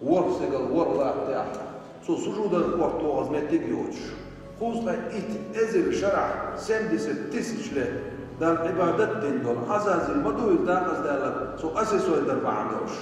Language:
Chechen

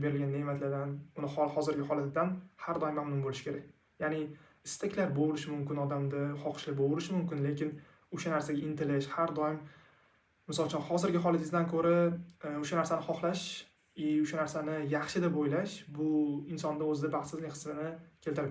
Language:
Uzbek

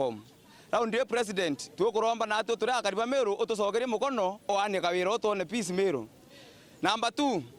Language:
Meru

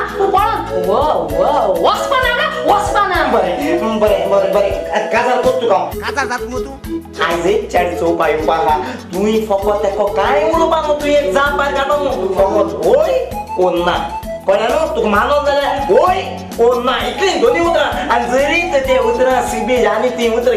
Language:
Konkani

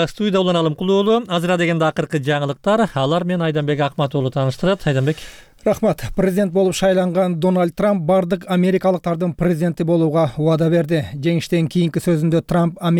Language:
Kyrgyz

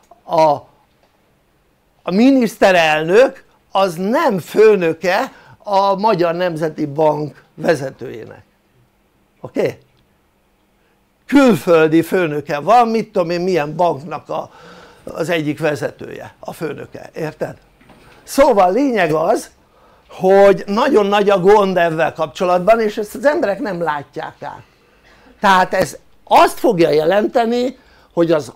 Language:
Hungarian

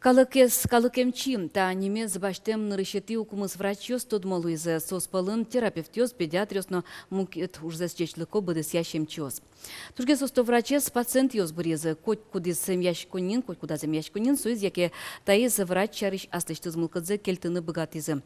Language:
Udmurt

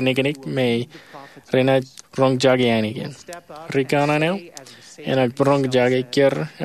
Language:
Marshallese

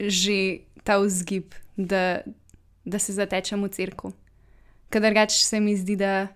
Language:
Slovenian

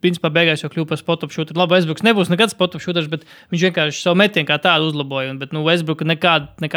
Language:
Latvian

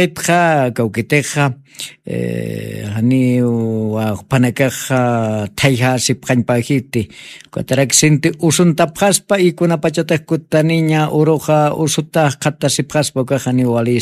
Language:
Aymara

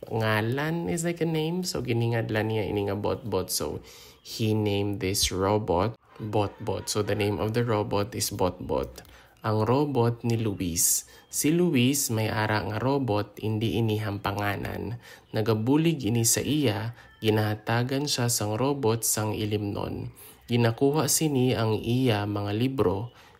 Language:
Hiligaynon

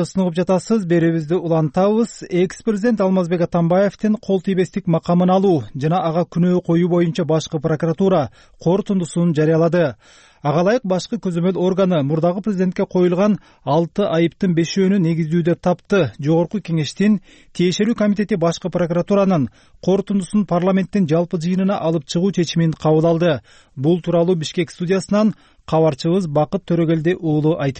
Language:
Kyrgyz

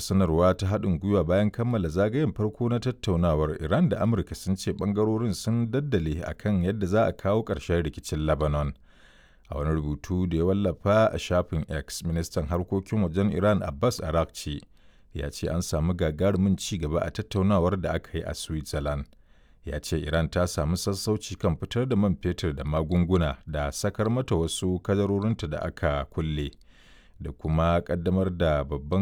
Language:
Hausa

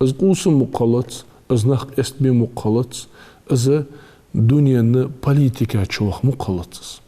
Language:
Ingush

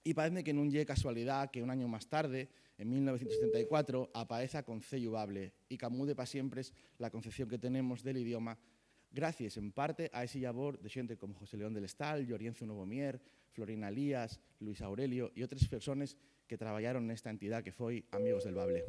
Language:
Asturian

